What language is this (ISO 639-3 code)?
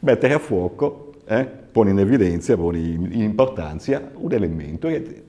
srd